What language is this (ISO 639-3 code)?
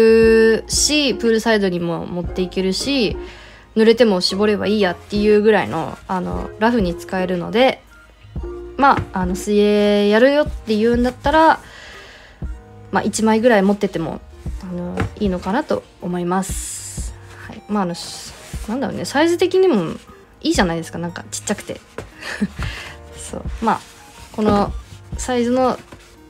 jpn